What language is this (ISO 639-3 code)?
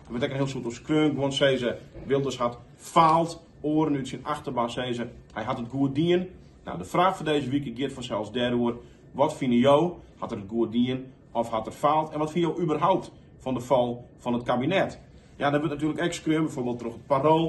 fry